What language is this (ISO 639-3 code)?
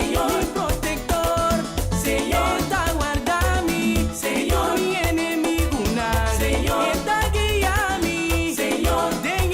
pap